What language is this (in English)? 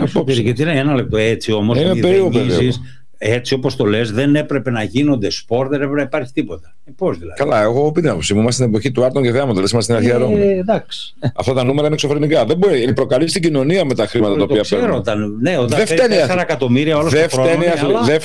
Greek